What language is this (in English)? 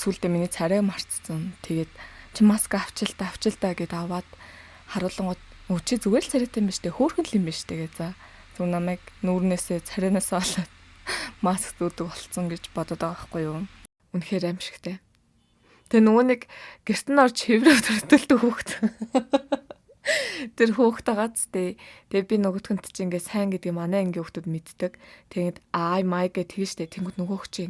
Mongolian